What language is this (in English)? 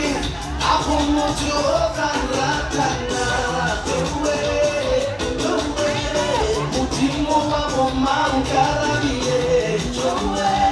Northern Sotho